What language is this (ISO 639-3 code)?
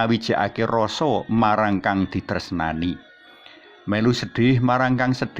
jav